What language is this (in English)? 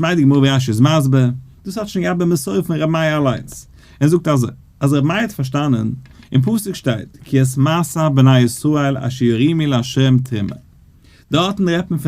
Yiddish